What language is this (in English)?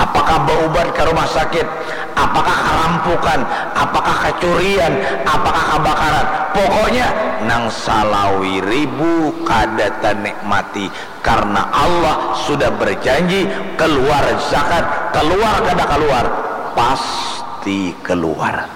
Banjar